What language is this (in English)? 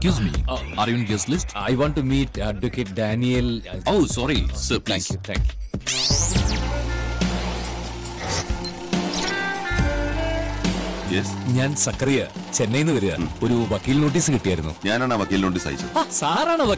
Malayalam